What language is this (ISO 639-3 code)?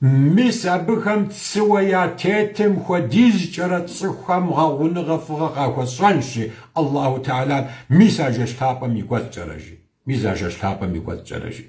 kbd